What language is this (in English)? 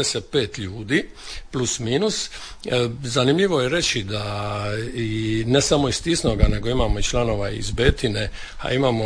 Croatian